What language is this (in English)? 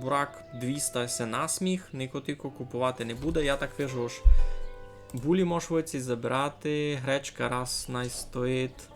Rusyn